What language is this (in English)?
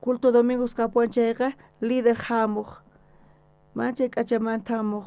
South Bolivian Quechua